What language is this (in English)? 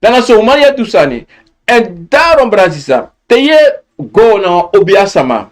Sranan Tongo